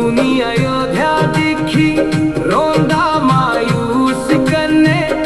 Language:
Dogri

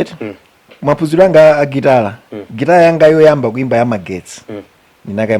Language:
Nyanja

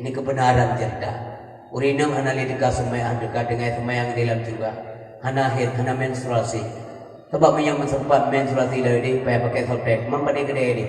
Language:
Achinese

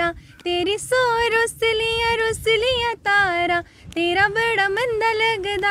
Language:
Dogri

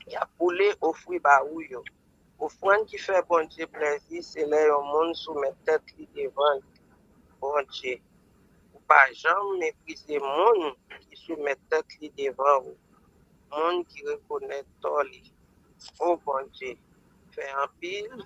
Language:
Haitian Creole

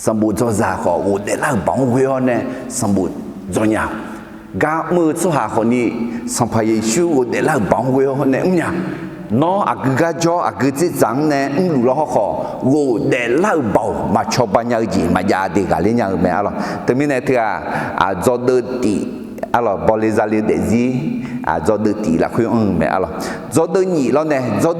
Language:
Akha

